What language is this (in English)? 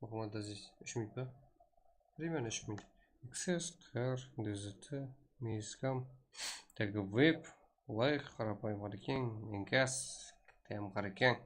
Kara-Kalpak